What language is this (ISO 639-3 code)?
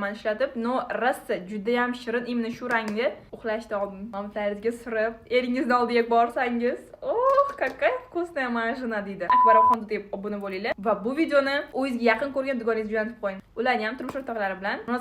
uzb